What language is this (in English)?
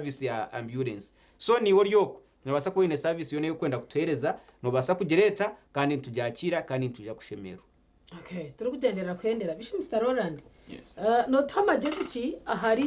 Nyankole